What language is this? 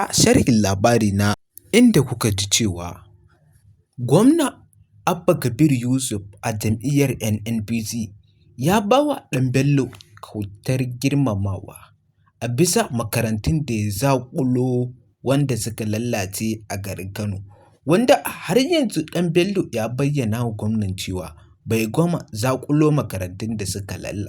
Hausa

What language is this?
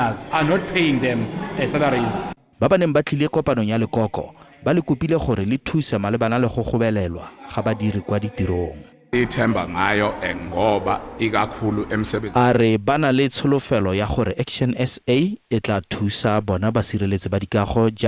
Tswana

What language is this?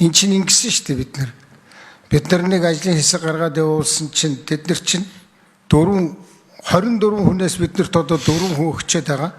Mongolian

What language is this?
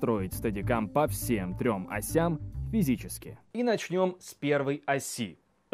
Russian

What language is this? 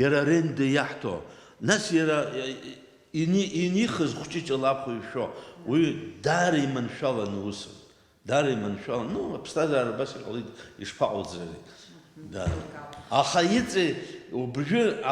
Abkhazian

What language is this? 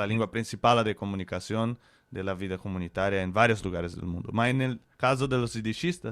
Ladino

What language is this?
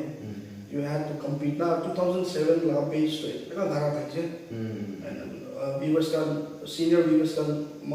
Naga Pidgin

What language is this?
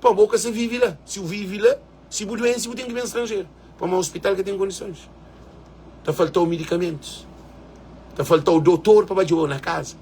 Kabuverdianu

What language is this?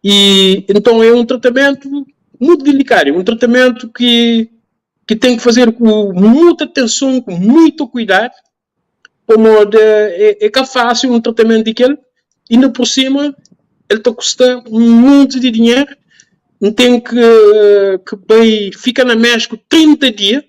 Kabuverdianu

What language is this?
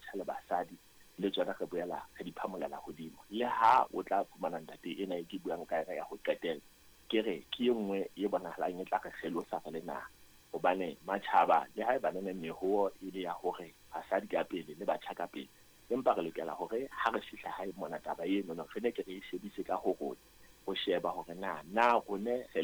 Southern Sotho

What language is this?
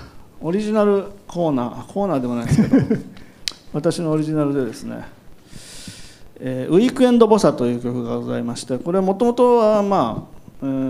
Japanese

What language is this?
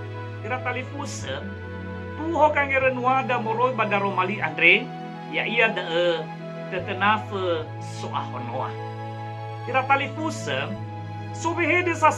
Nias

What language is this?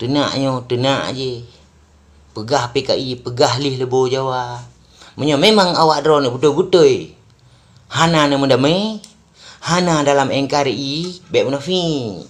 Achinese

